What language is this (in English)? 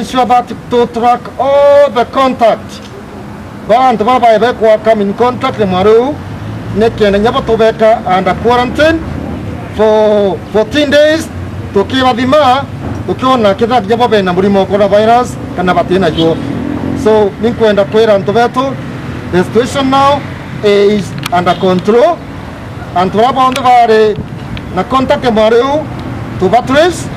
Meru